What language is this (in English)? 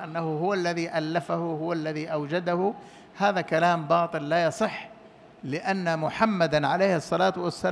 Arabic